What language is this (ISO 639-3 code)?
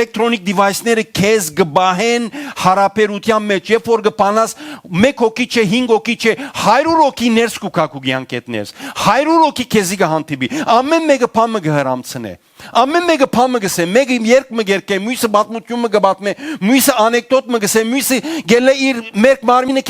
hyw